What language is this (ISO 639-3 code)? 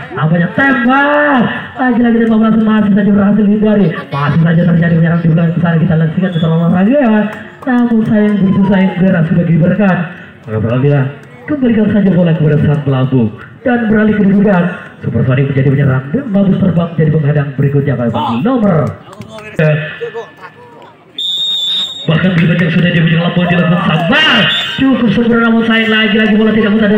ind